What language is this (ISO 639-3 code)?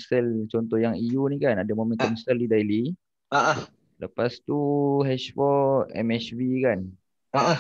msa